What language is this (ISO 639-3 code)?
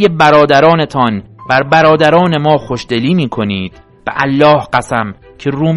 fas